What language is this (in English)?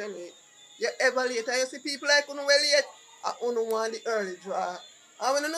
Jamaican Creole English